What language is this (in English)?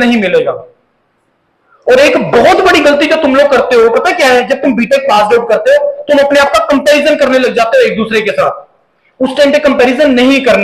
Hindi